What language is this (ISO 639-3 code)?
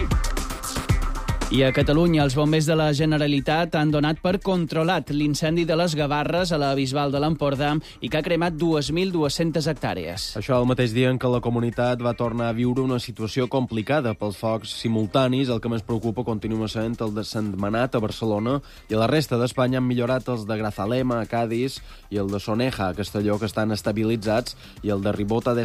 cat